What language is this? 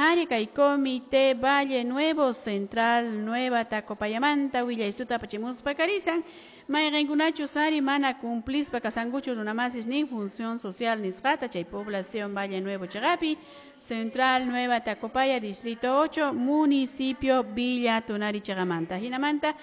Quechua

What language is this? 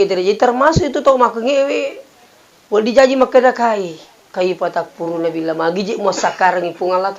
Buginese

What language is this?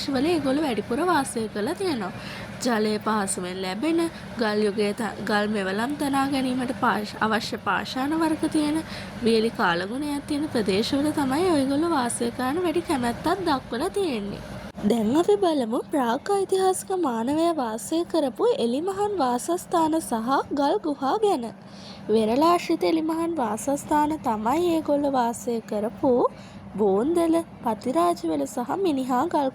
Sinhala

